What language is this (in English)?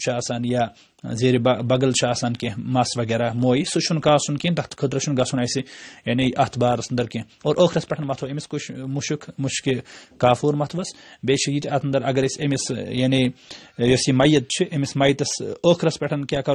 Kashmiri